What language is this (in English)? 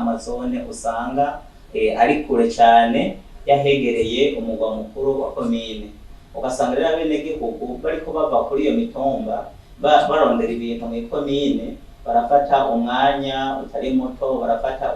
Rundi